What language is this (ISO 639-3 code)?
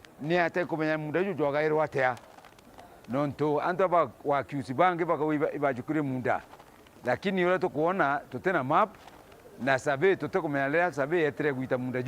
mer